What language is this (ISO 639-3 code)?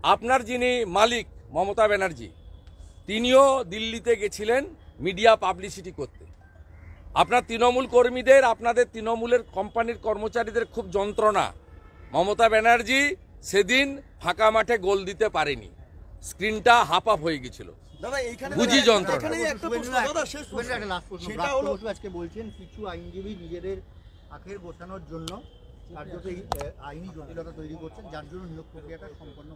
ben